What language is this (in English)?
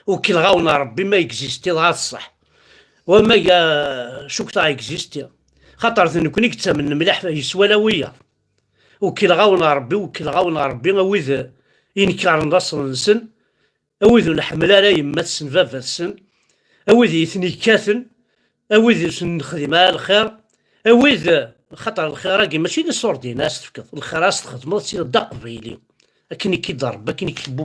Kabyle